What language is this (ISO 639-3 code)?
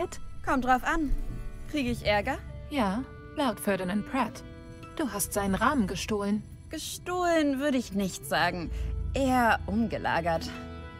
deu